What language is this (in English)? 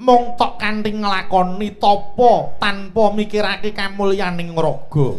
Javanese